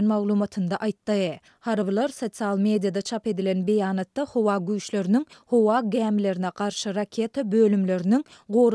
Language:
Turkmen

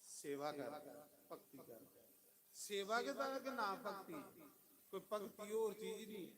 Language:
Dogri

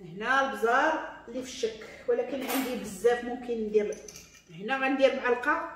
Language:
Moroccan Arabic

